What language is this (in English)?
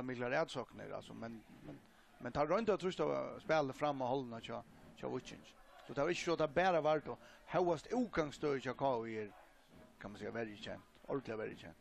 Faroese